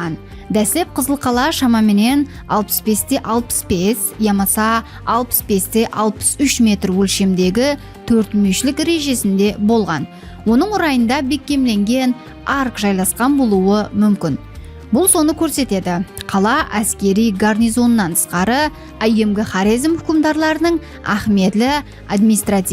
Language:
Kara-Kalpak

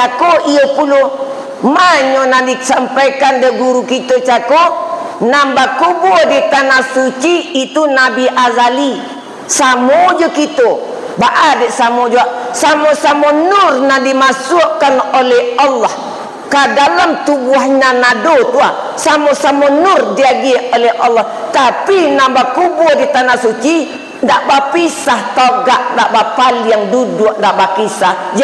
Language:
Minangkabau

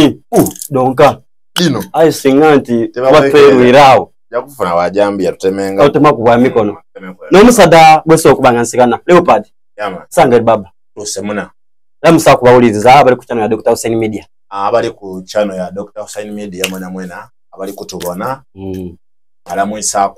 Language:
Soga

